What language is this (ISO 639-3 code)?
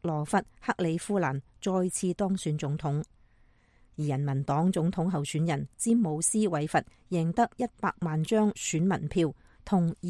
yue